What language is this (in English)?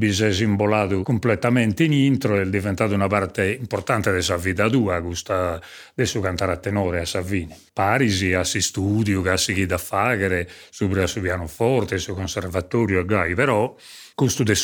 Sardinian